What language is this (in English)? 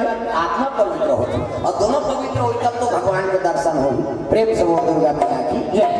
Chhattisgarhi